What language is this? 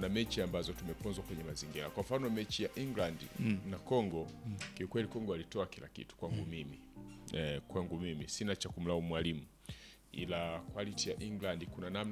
Swahili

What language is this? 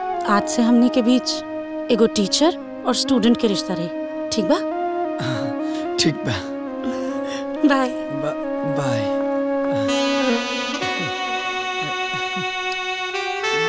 Bhojpuri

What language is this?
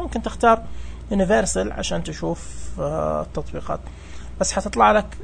Najdi Arabic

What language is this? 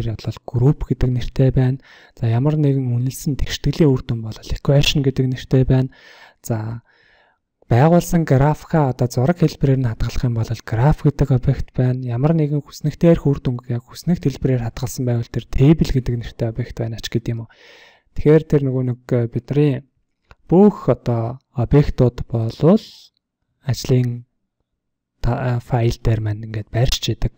Mongolian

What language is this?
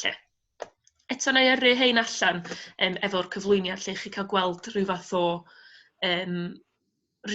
Welsh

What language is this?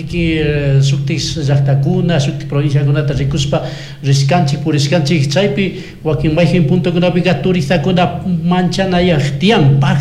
Chimborazo Highland Quichua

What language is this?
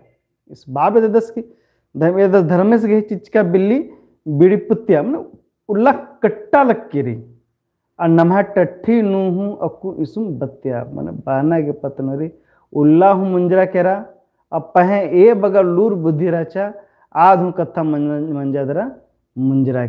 Kurukh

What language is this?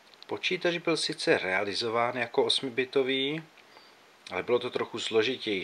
Czech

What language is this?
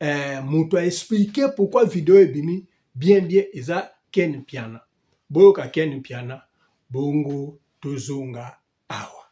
Lingala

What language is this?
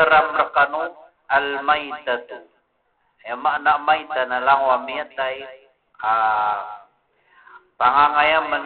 Maranao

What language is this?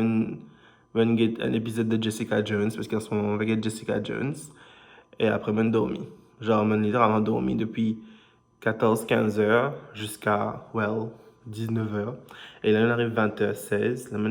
Morisyen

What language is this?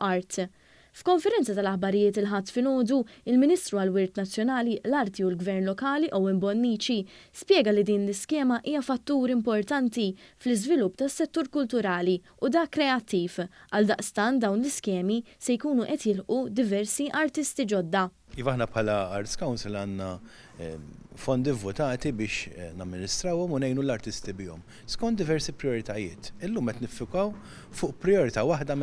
Maltese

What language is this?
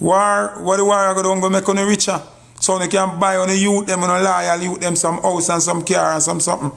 Jamaican Creole English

